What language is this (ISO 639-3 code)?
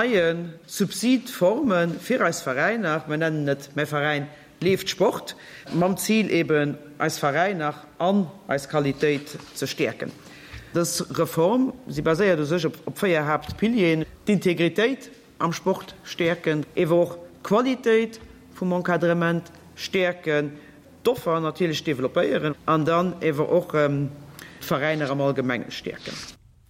ltz